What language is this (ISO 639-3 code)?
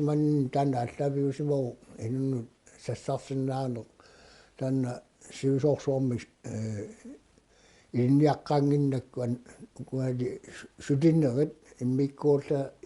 kal